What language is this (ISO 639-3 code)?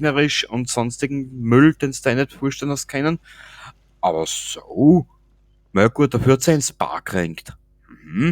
bar